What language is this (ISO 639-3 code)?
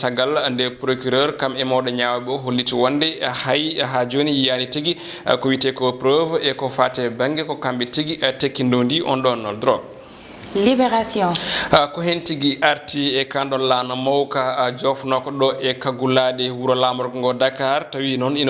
ful